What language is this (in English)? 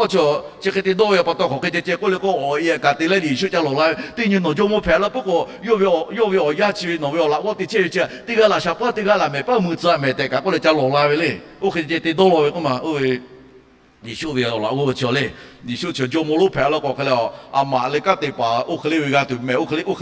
Lahu